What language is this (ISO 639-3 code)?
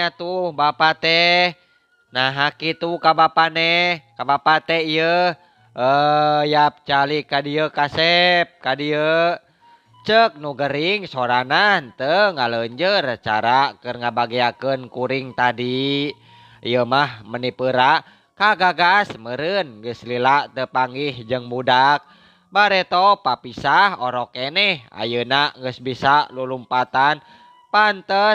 sun